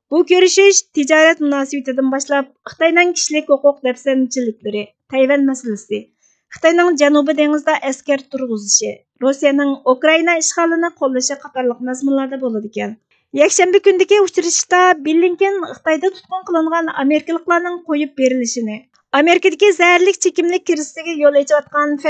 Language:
Uyghur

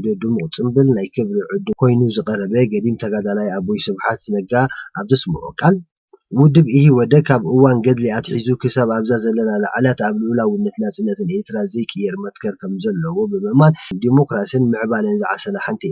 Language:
Tigrinya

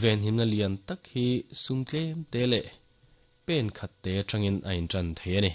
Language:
Mizo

